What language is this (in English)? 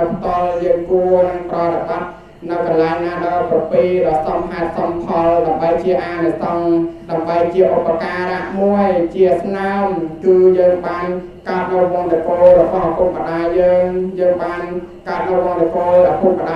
Khmer